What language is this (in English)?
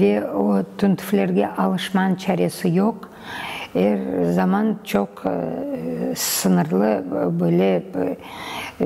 Crimean Tatar